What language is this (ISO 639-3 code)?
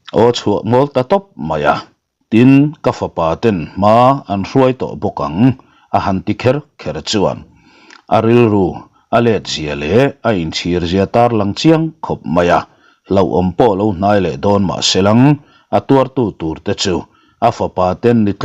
lus